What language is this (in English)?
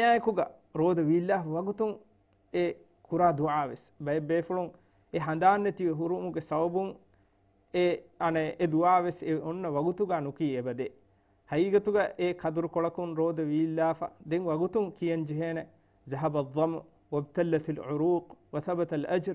Divehi